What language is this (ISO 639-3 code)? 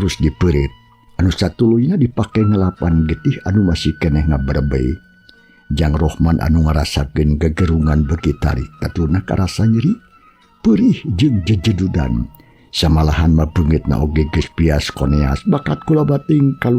sun